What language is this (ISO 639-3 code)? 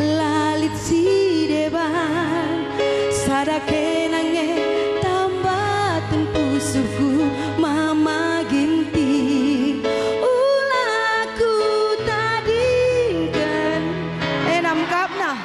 btx